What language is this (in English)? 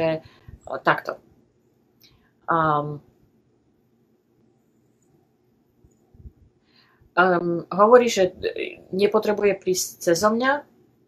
Slovak